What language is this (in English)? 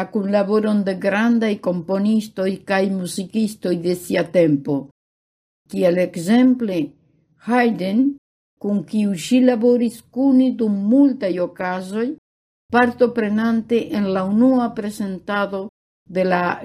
Esperanto